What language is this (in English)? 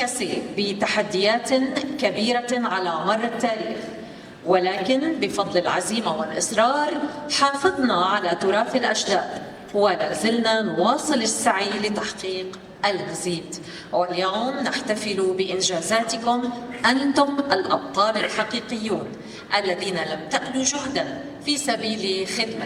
North Levantine Arabic